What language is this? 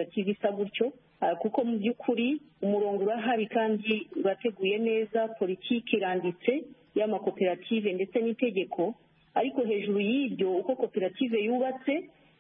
Kinyarwanda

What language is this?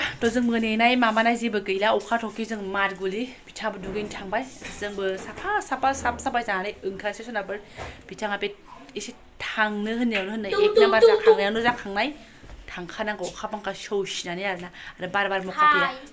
Bodo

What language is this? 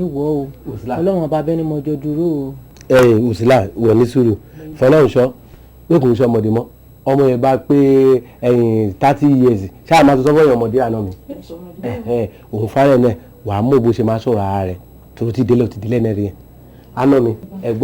Yoruba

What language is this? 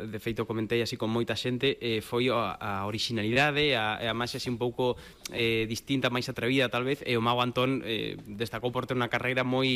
Galician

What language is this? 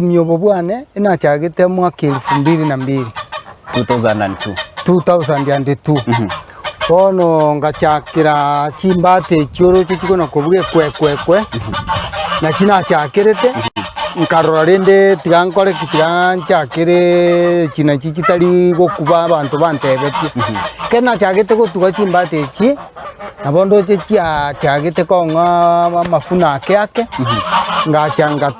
Gusii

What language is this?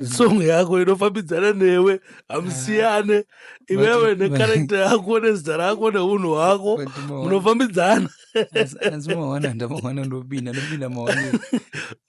Shona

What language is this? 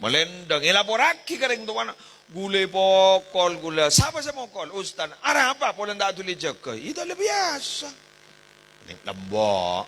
Madurese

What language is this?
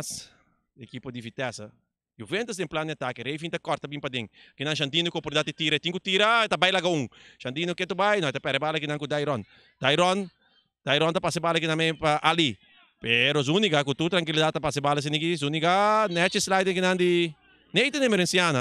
Papiamento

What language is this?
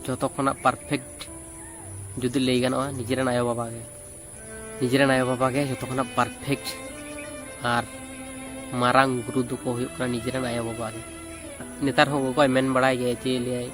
Santali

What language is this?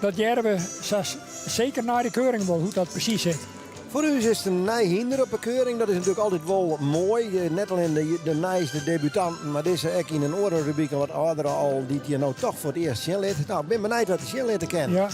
Western Frisian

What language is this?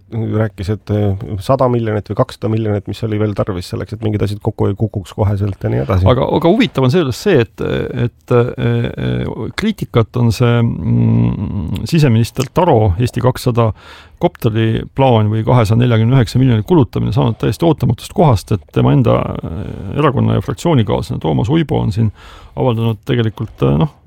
Estonian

